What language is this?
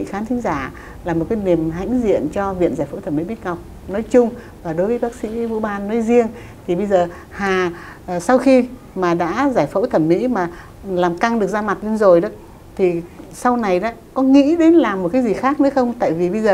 Vietnamese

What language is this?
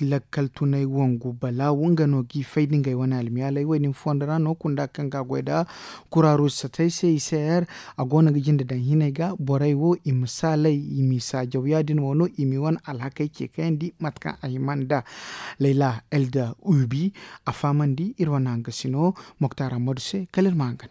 Zarma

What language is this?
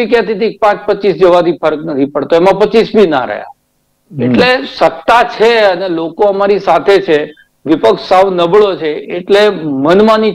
Gujarati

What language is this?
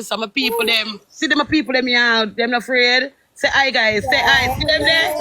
Jamaican Creole English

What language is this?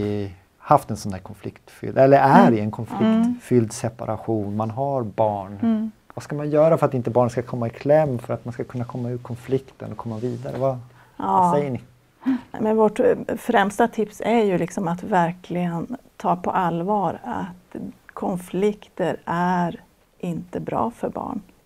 Swedish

